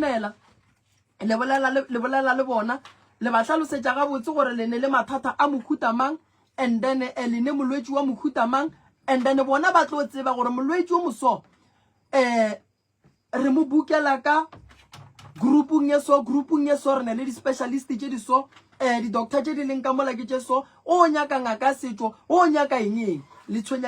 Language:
Northern Sotho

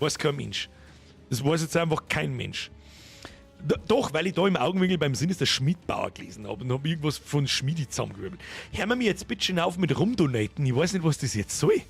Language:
Bavarian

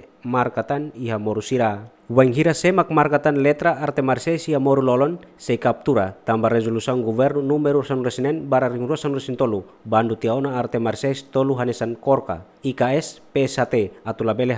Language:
Tetum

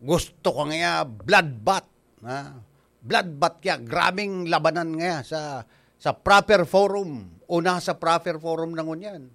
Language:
Bikol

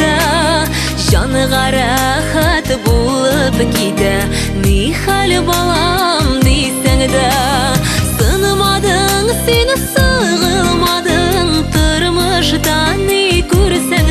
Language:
Tatar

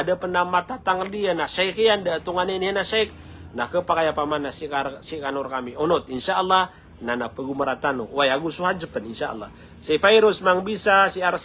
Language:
Maranao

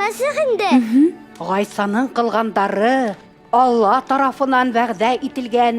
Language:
Bashkir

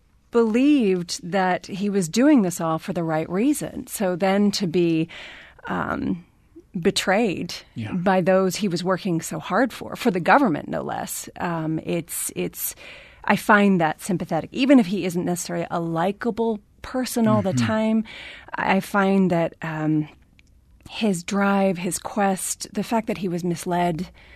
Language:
English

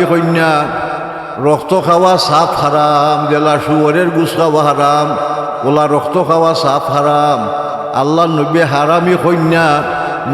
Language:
Sylheti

